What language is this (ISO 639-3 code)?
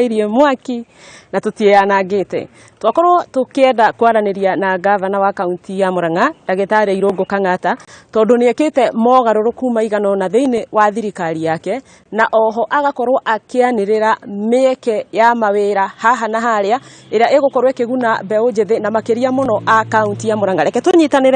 kik